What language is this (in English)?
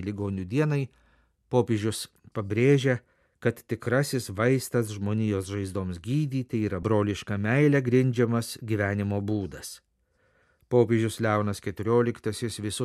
Lithuanian